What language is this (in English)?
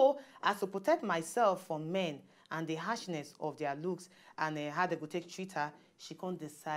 Nigerian Pidgin